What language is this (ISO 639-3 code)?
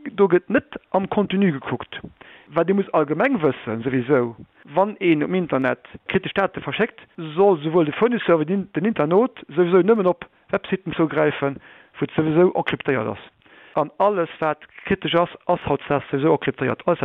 ltz